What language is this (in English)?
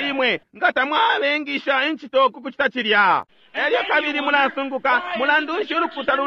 Bemba